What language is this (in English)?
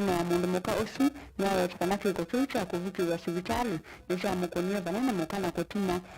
Kamba